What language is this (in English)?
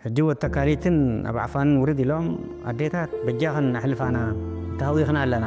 Tigrinya